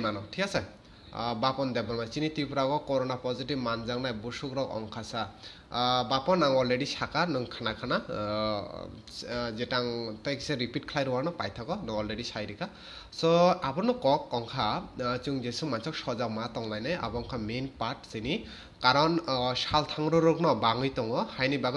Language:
Kok Borok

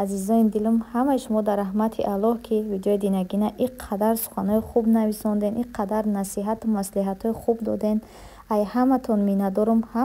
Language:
Tajik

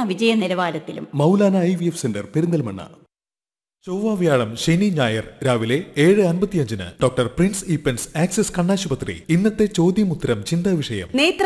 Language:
Malayalam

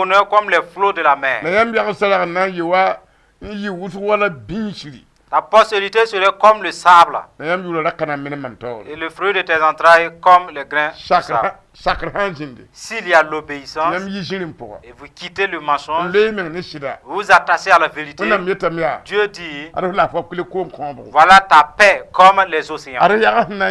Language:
Mossi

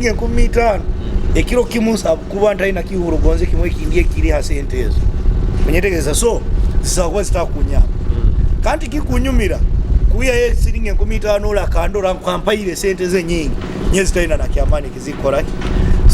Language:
Nyoro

